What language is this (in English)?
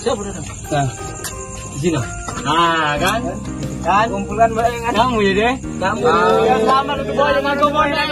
Musi